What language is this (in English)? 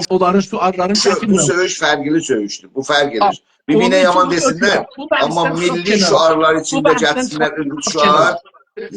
South Azerbaijani